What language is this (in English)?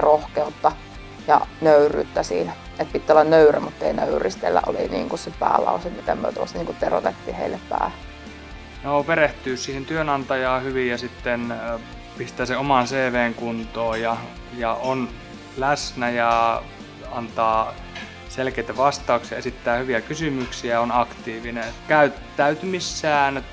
Finnish